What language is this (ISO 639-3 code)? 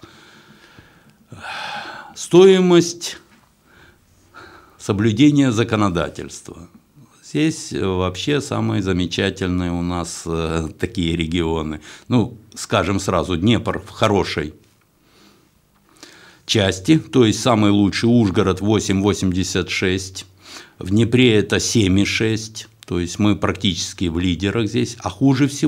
rus